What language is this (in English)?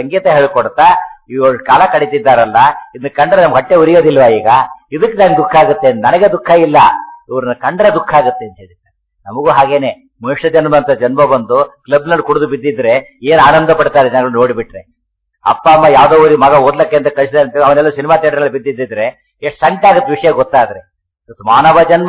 Kannada